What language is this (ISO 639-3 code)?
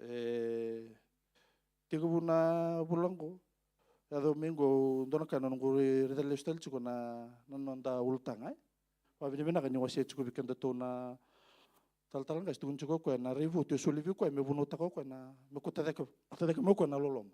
fij